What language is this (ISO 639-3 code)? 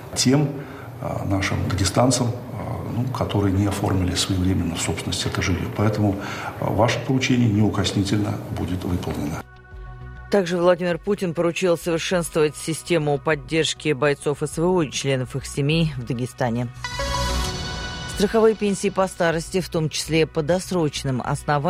rus